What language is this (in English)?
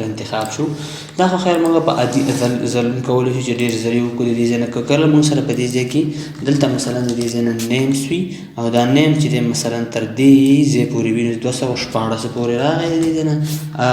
Pashto